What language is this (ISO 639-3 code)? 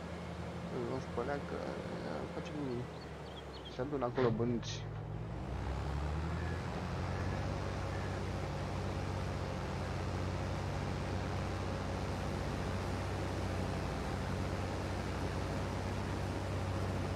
ron